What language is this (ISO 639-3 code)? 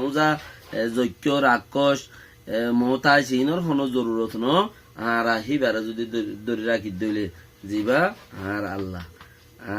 rhg